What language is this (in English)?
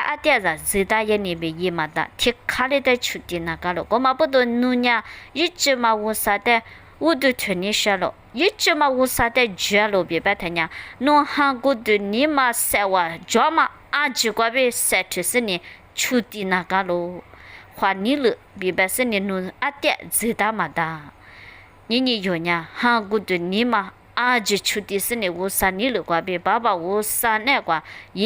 Lisu